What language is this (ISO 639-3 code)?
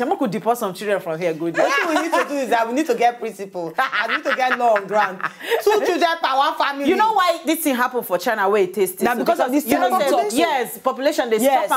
pcm